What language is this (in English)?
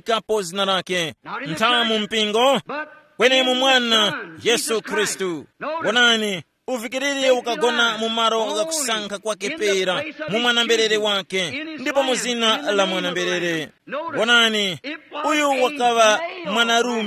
Tumbuka